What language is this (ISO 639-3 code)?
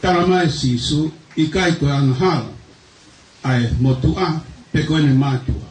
ton